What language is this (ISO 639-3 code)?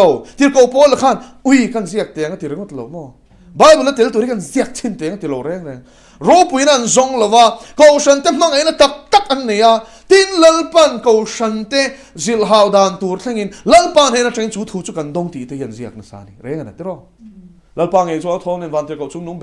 lus